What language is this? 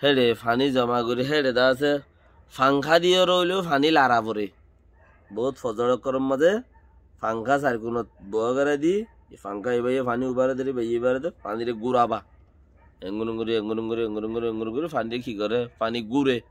Rohingya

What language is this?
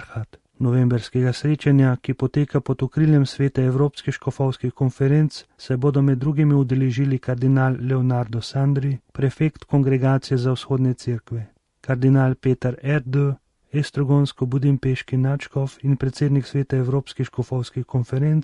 Slovenian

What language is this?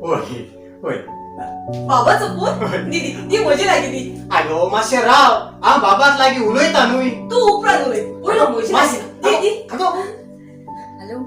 Konkani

